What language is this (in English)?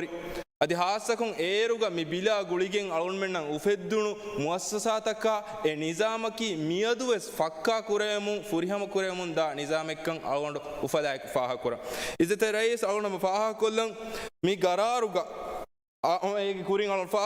Divehi